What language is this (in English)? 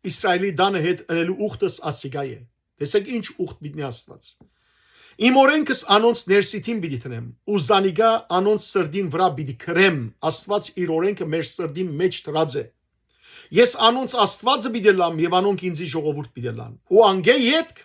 Western Armenian